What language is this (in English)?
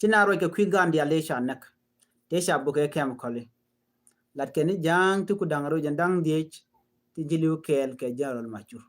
Nuer